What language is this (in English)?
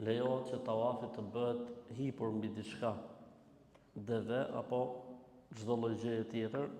Albanian